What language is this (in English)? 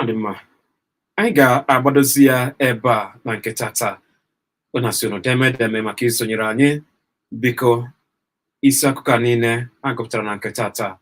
Igbo